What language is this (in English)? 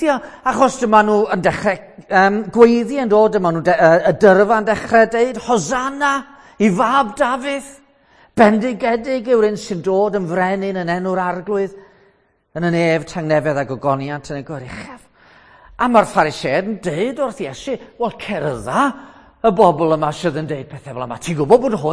Welsh